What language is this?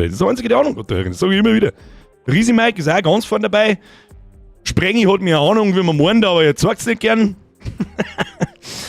Bavarian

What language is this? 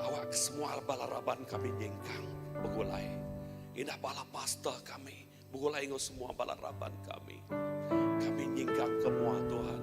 Iban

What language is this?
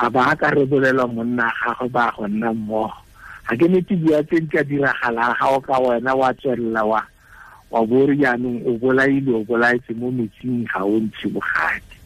Tswana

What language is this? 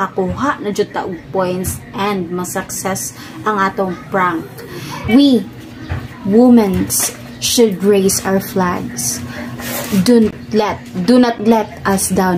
Cebuano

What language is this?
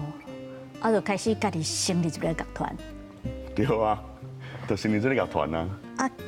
Min Nan Chinese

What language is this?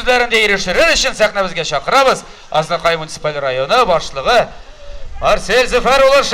Tatar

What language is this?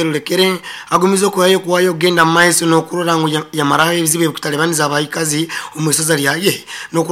Nyoro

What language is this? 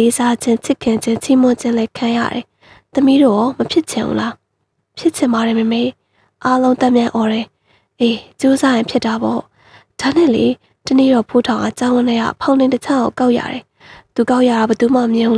Burmese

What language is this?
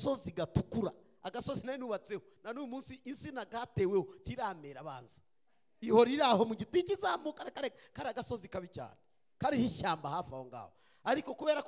Kinyarwanda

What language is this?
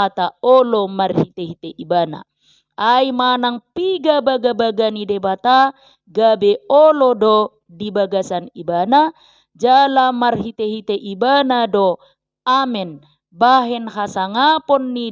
Batak Toba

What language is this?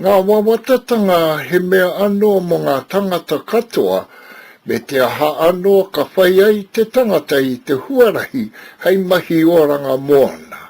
Māori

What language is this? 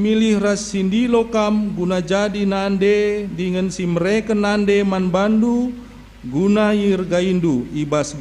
Batak Karo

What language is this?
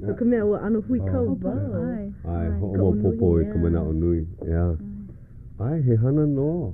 Hawaiian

